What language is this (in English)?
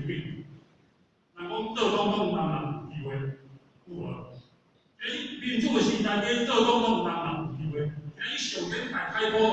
Min Nan Chinese